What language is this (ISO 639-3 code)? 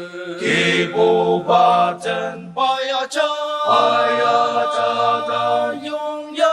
njo